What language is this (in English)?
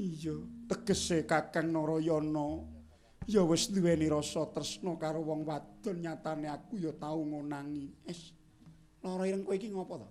Javanese